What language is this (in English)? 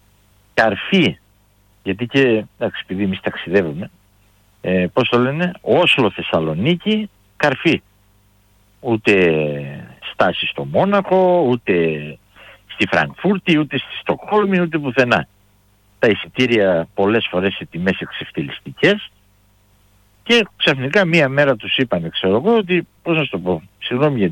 Greek